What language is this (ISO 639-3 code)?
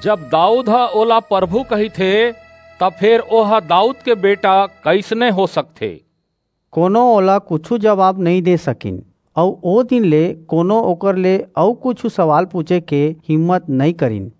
hne